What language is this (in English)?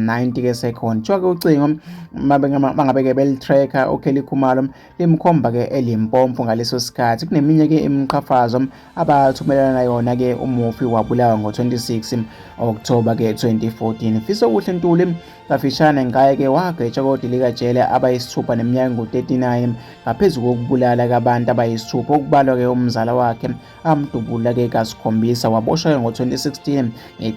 Zulu